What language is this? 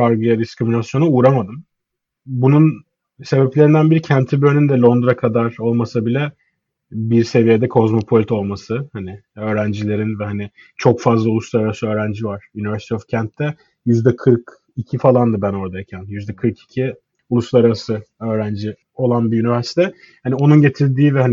Turkish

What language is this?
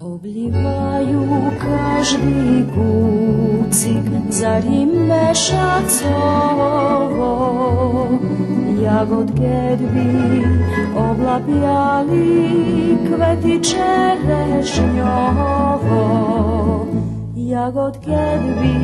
Rusyn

